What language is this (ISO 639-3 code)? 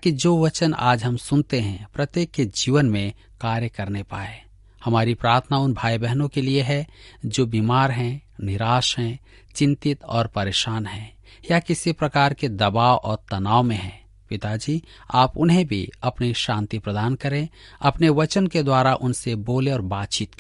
hin